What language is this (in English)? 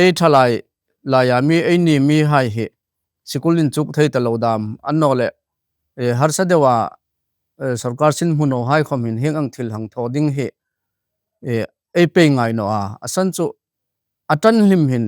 Hmar